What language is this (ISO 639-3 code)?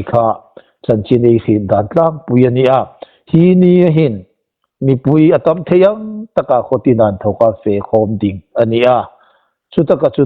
hmr